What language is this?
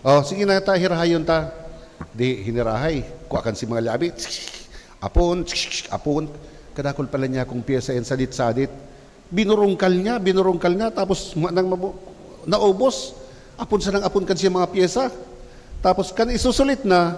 Bikol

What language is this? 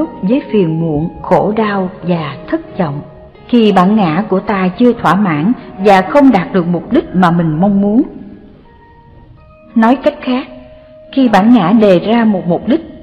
Vietnamese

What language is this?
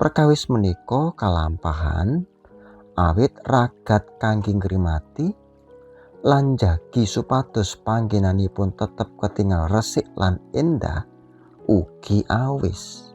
Javanese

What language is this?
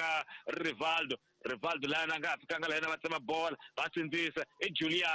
Tsonga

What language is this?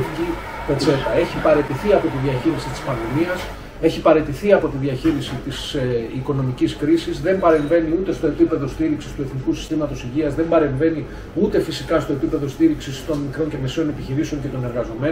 Greek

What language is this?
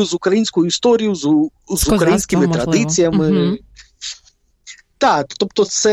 Ukrainian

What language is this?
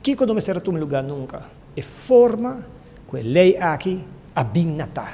Papiamento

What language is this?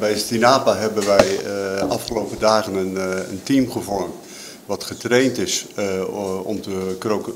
Papiamento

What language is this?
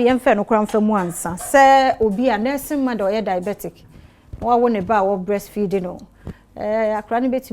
Akan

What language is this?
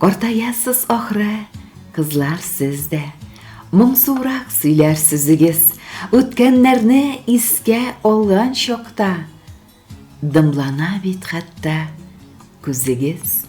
Tatar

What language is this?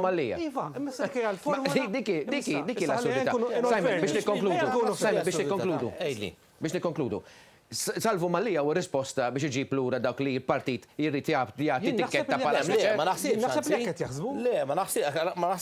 Maltese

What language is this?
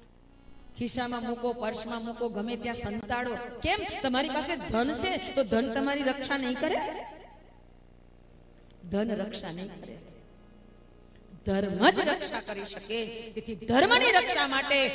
Gujarati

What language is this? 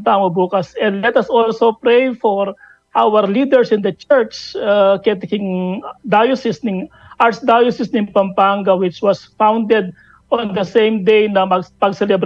Pampanga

